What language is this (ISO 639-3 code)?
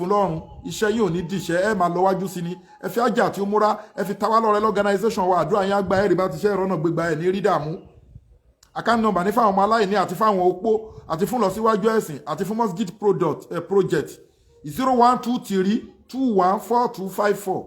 yor